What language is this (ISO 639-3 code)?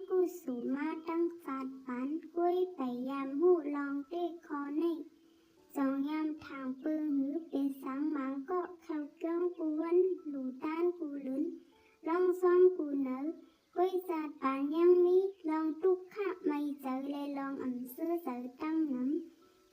shn